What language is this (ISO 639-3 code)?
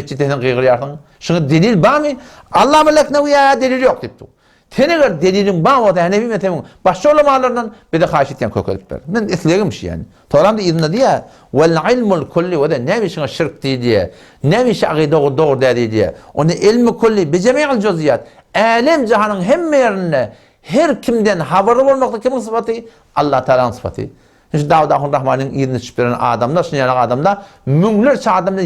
tuk